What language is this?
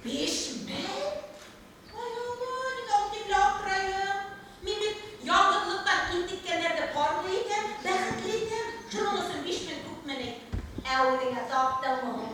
Bashkir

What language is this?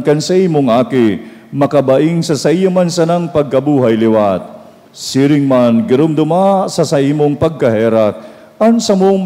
Bikol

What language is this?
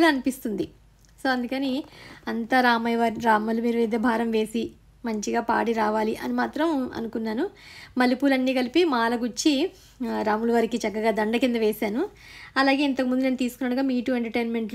Telugu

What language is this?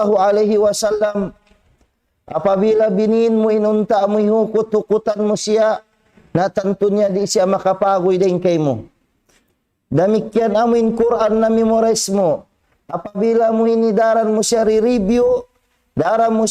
Tausug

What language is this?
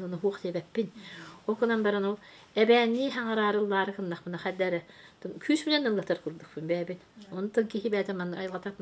Yakut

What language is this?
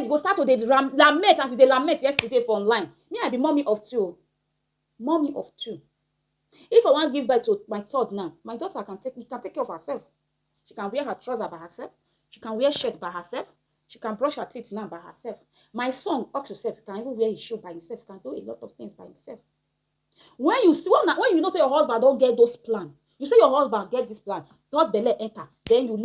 Nigerian Pidgin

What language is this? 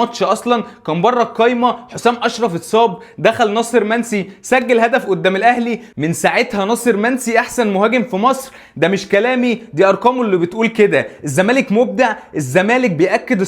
Egyptian Arabic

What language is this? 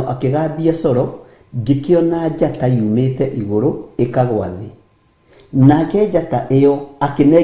Kikuyu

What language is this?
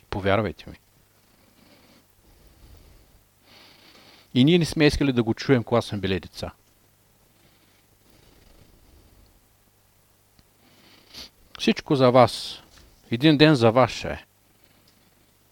Bulgarian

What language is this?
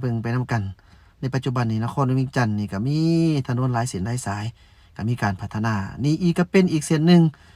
Lao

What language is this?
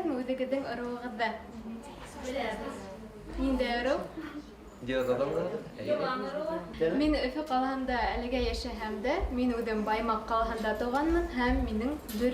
Bashkir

